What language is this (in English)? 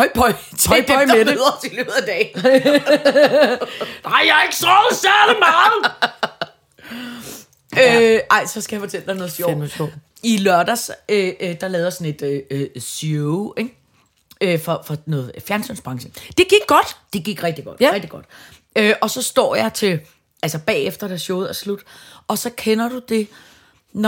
Danish